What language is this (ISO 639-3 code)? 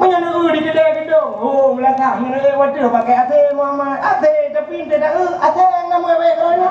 ace